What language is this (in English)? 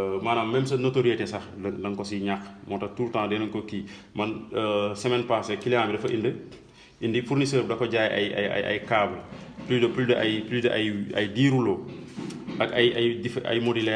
Wolof